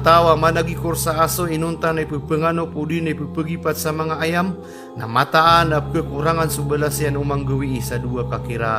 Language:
Maranao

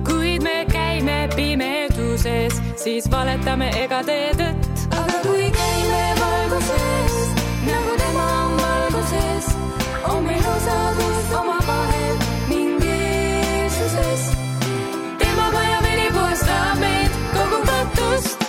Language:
Estonian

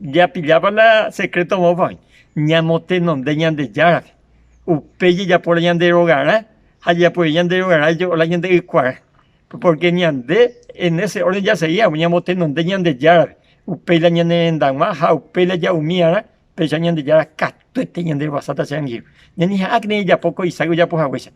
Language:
Guarani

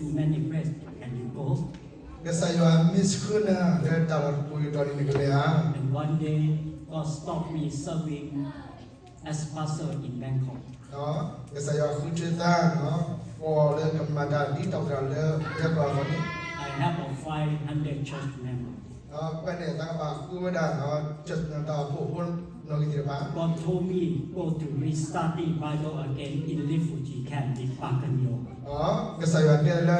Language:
S'gaw Karen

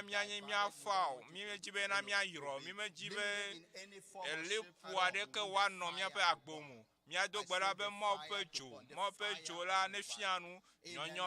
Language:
Ewe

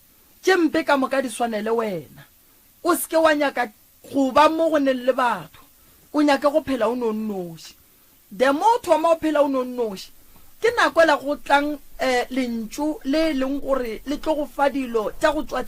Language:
Northern Sotho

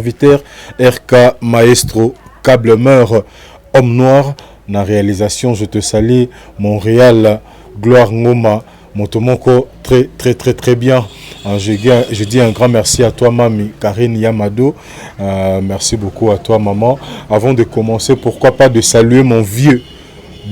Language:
Lingala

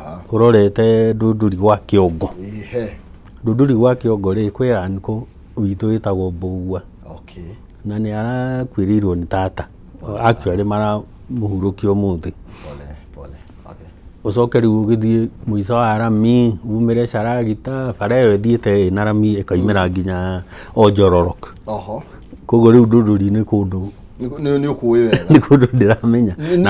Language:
Kikuyu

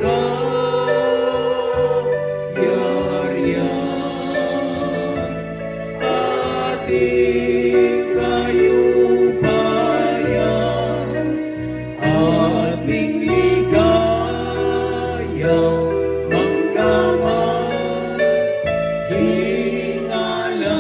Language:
Pampanga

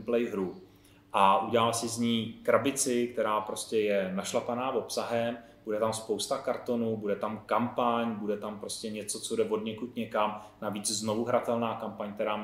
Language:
Czech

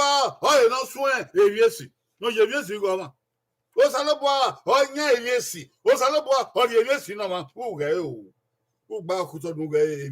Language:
Bini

